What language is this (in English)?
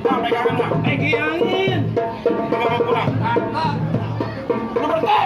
Betawi